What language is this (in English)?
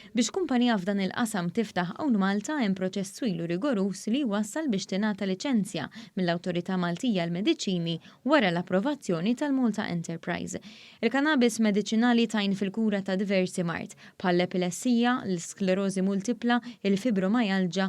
Maltese